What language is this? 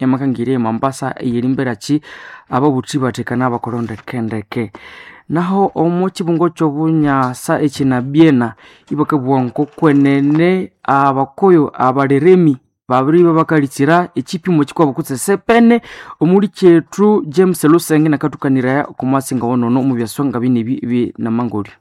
Nande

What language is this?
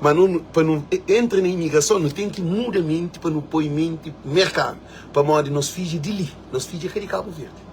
Kabuverdianu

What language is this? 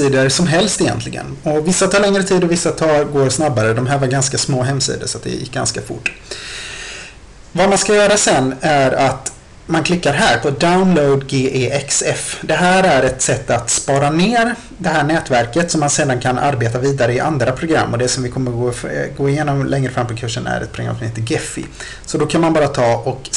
Swedish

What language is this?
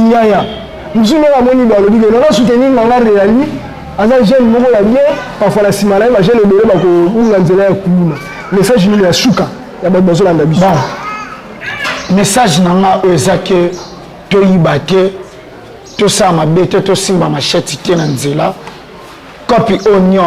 Lingala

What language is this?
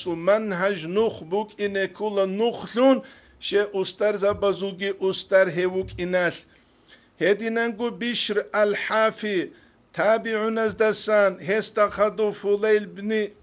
Avaric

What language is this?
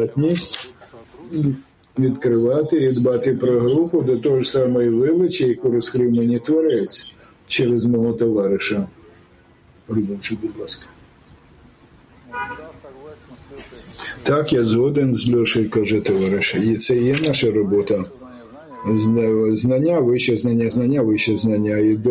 Ukrainian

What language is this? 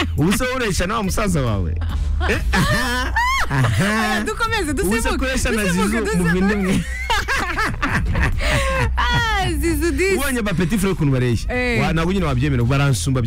Kinyarwanda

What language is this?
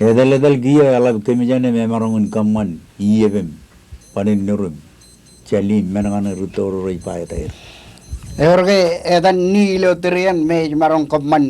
Marshallese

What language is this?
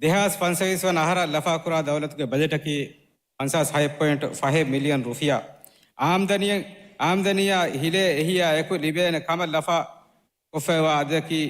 Divehi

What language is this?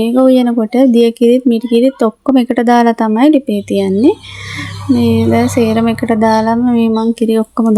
Sinhala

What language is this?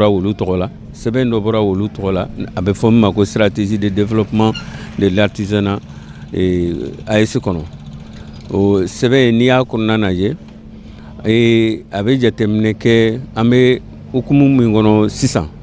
Bambara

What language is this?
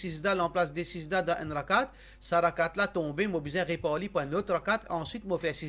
Morisyen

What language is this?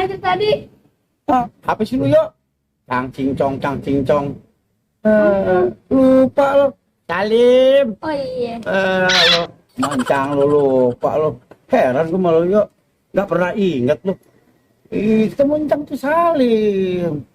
Betawi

